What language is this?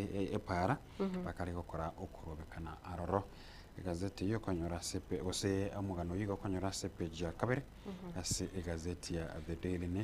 Gusii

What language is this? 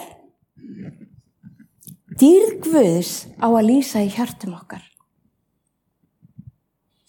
Icelandic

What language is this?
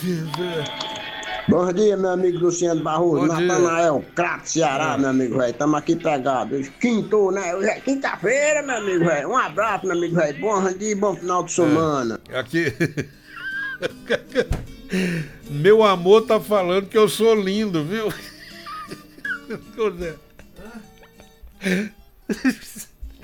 Portuguese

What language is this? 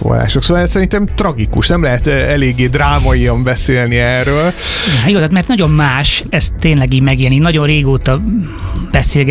Hungarian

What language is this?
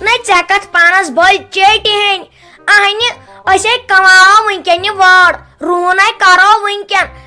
Kashmiri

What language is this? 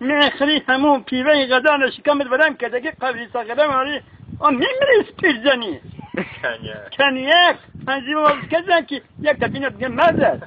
Tajik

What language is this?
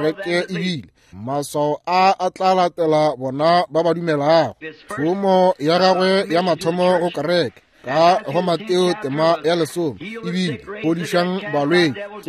Northern Sotho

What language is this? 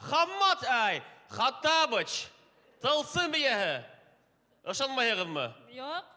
Bashkir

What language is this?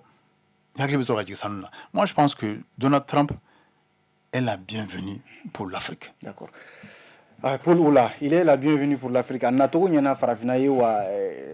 Bambara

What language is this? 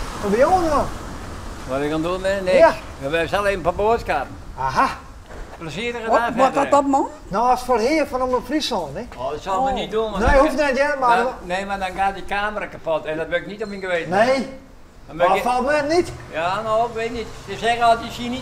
Western Frisian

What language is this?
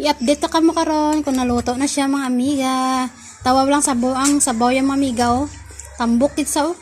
Hiligaynon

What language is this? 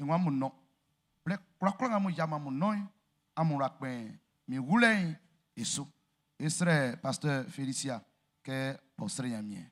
Baoulé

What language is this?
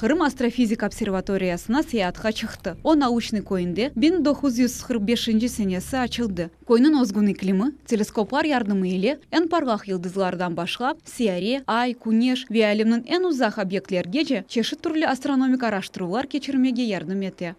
Crimean Tatar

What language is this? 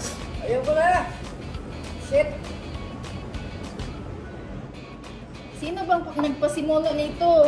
Filipino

